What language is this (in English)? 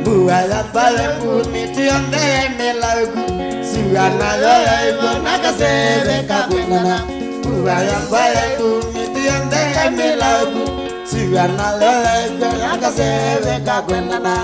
Kamba